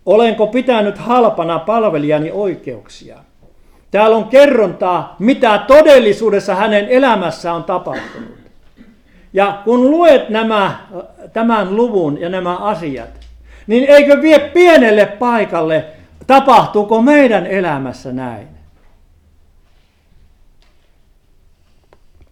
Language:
Finnish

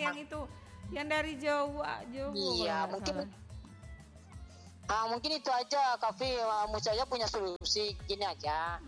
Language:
Indonesian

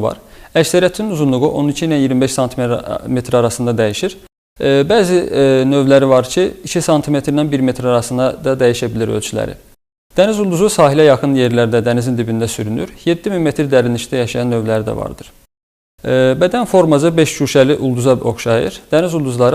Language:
Azerbaijani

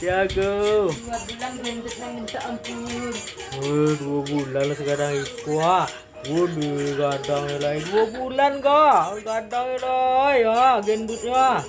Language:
Minangkabau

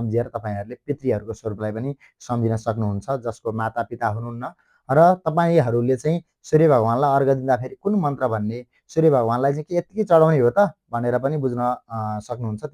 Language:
Nepali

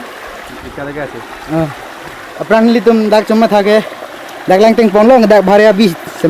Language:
Karbi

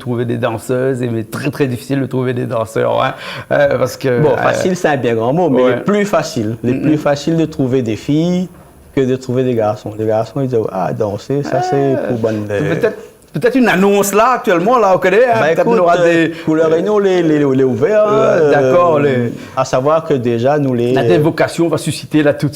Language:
Réunion Creole French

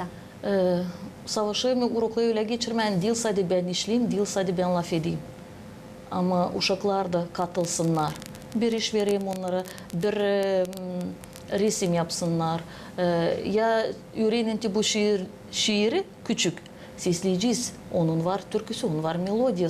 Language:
Gagauz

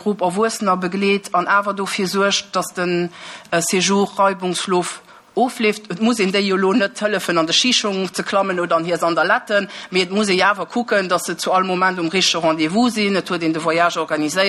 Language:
Luxembourgish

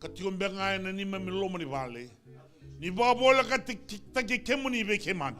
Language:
Fijian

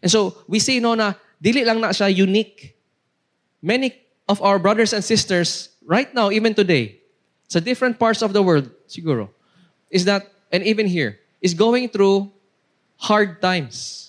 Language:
Cebuano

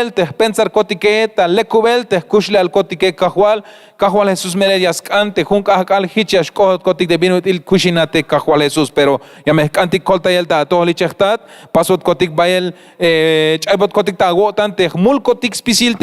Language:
Tzeltal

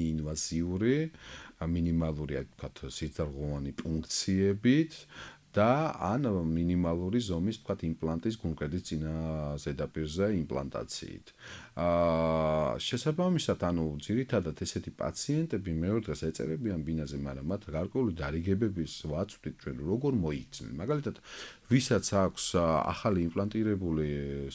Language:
Georgian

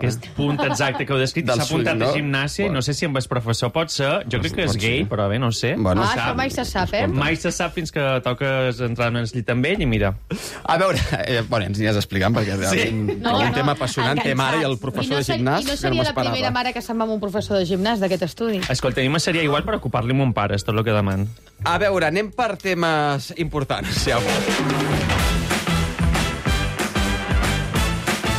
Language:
Catalan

